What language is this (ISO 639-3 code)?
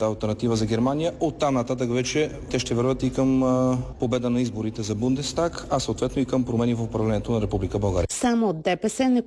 bul